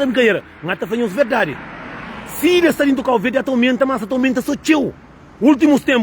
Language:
Kabuverdianu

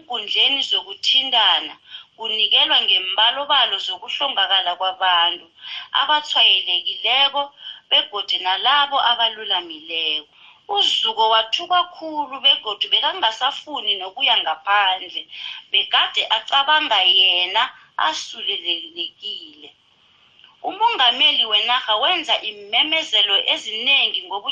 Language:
South Ndebele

